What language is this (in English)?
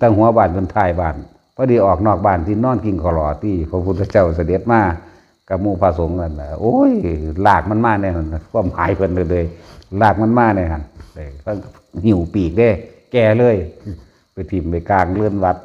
Northeastern Thai